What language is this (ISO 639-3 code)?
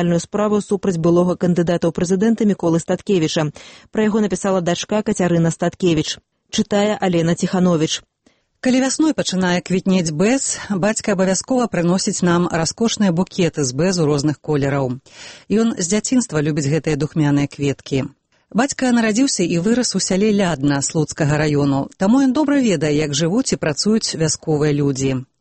bel